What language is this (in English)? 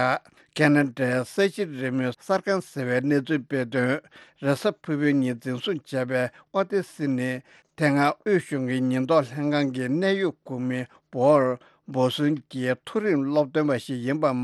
Tibetan